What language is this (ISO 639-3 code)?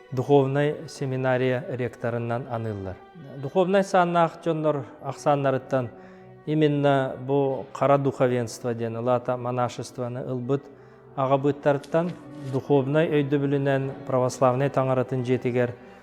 sah